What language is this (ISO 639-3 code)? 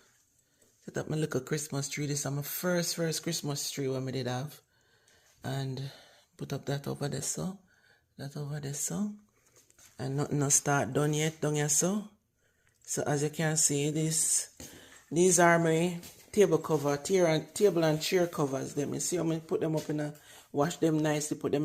jam